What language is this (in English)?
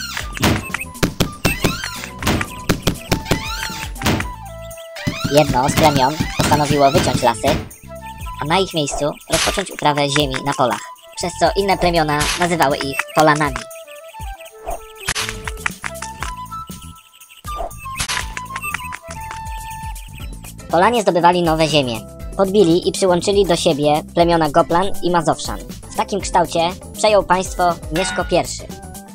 Polish